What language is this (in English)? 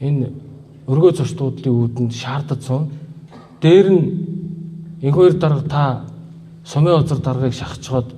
Mongolian